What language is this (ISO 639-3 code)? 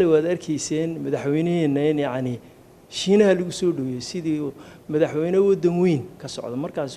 som